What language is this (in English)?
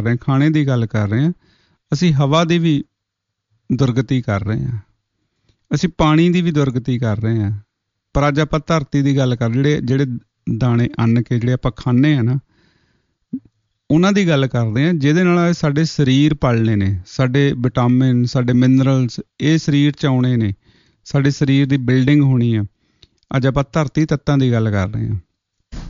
Punjabi